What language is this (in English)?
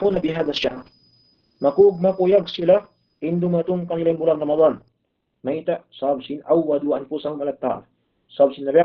Tausug